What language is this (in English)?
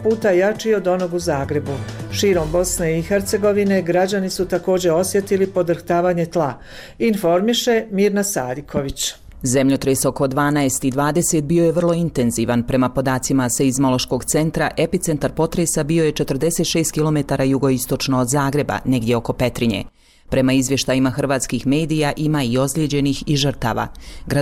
Bosnian